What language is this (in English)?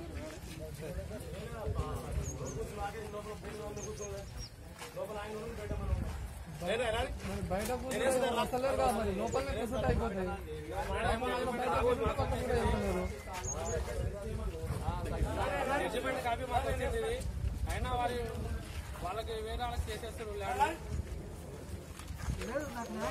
Telugu